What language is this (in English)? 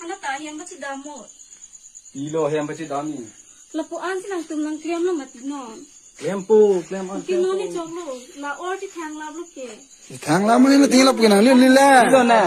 Karbi